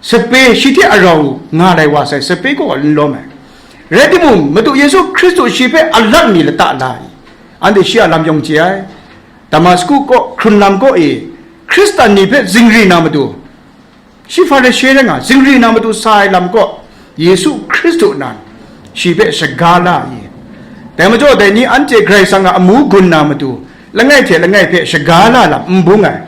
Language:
Kachin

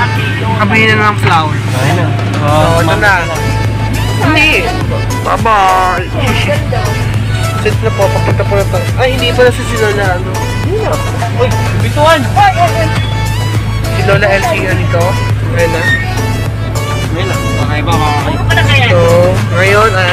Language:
Filipino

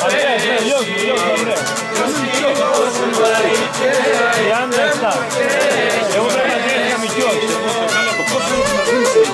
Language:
Greek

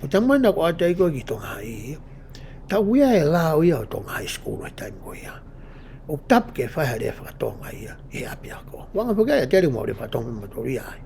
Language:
Tongan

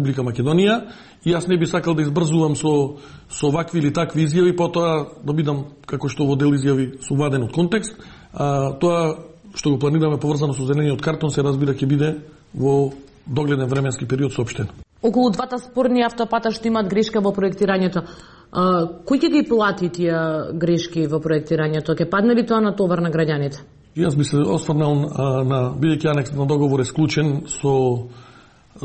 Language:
Macedonian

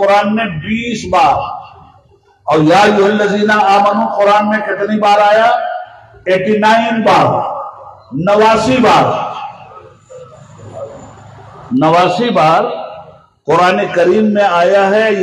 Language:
Urdu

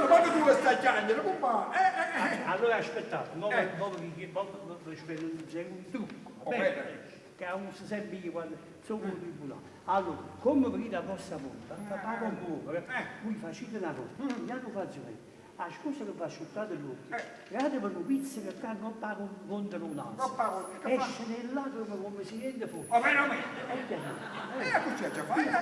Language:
Neapolitan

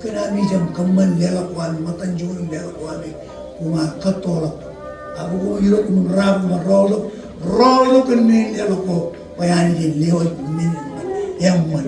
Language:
Marshallese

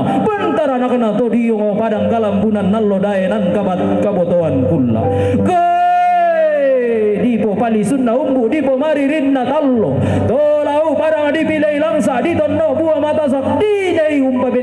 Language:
Toraja-Sa'dan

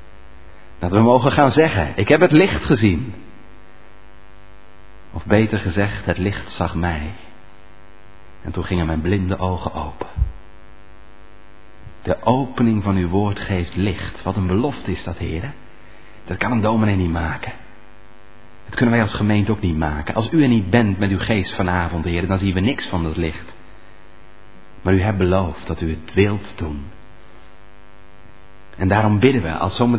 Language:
Dutch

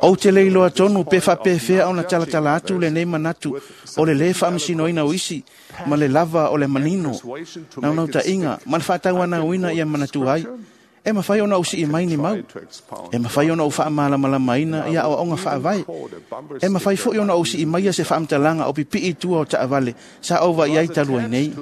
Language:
Samoan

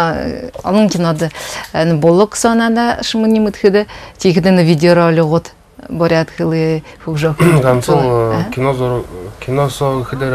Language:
Buriat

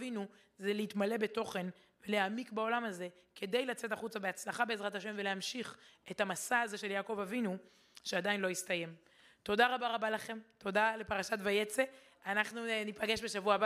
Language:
Hebrew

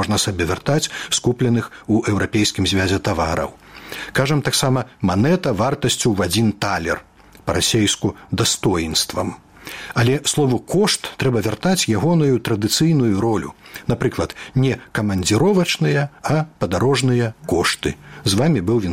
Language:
Belarusian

